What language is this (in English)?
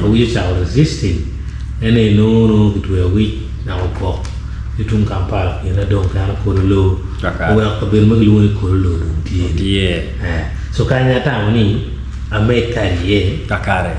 Acoli